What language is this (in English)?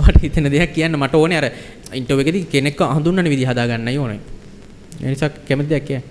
Sinhala